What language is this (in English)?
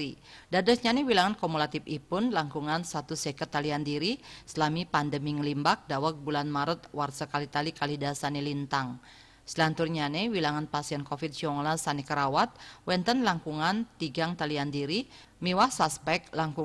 Balinese